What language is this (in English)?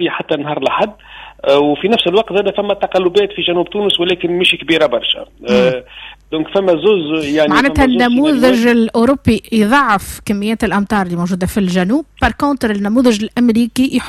Tunisian Arabic